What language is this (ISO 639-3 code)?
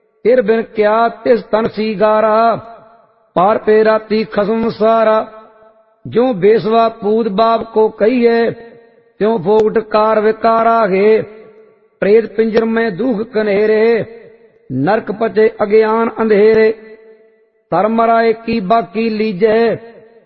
pan